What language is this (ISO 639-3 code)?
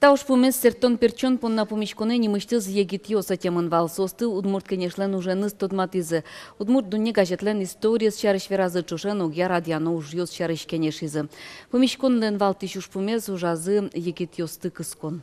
udm